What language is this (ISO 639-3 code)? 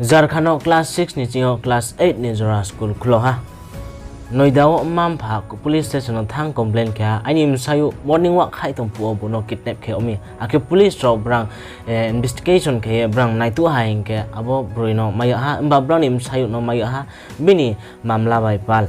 ria